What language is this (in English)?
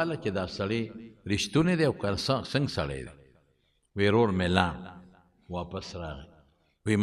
Pashto